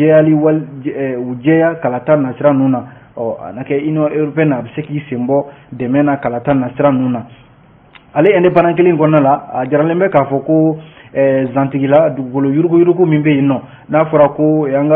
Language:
Bambara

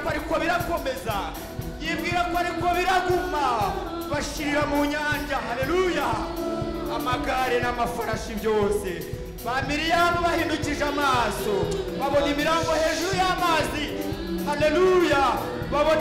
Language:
Kinyarwanda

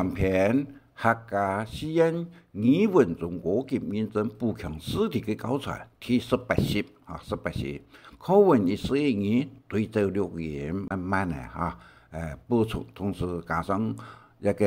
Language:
Hakka Chinese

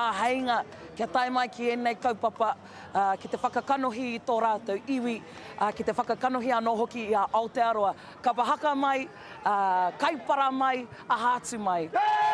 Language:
Māori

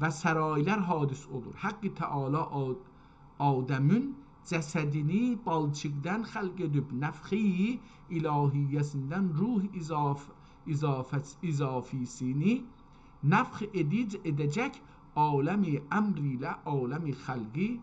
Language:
South Azerbaijani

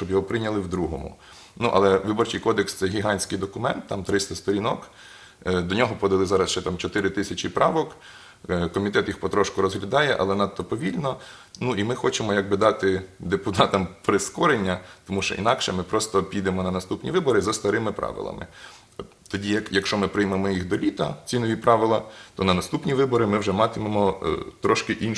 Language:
Ukrainian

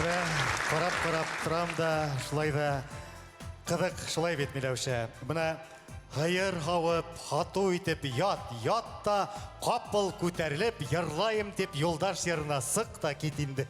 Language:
Bashkir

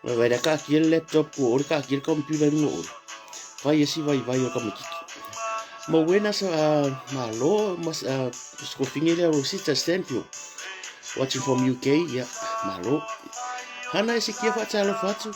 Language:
Samoan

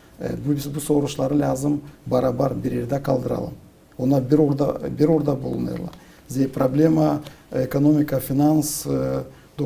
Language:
Gagauz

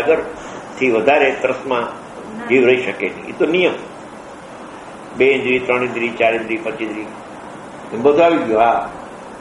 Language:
Gujarati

